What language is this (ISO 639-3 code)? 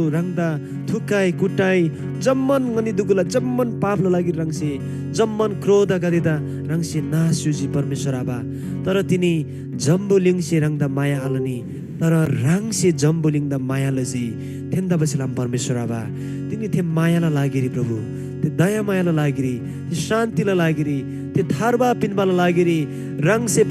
taj